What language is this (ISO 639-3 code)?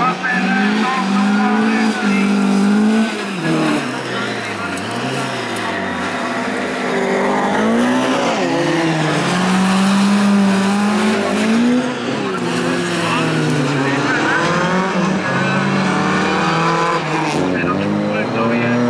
nor